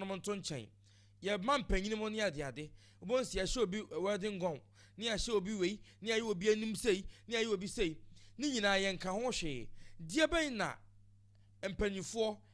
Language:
Akan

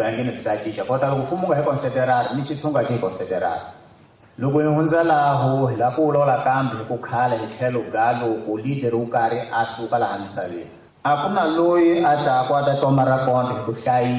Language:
Tsonga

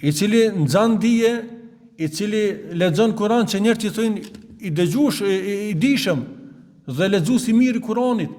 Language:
Albanian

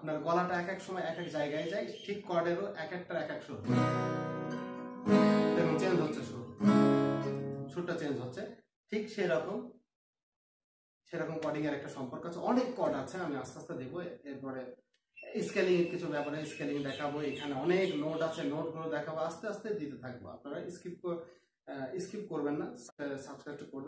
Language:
Bangla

